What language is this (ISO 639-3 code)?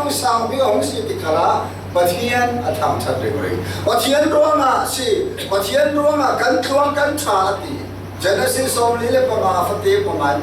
cfm